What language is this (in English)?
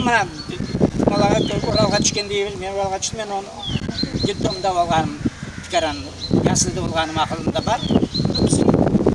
Crimean Tatar